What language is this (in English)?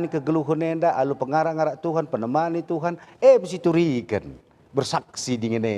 Batak Karo